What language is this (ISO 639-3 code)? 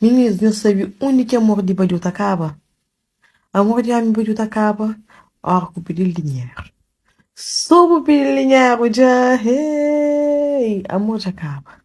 kea